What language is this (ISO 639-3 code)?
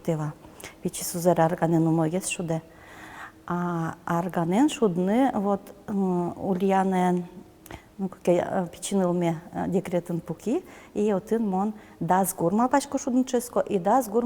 udm